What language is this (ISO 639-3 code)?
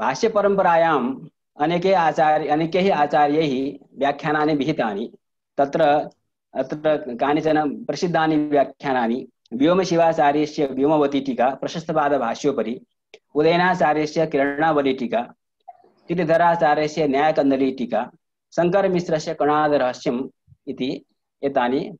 san